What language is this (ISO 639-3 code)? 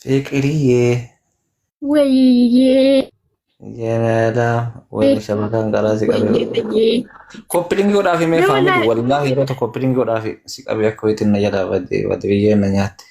orm